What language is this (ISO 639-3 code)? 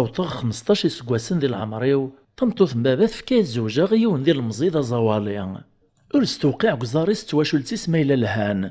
kab